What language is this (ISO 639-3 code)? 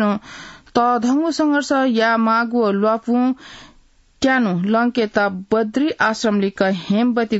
new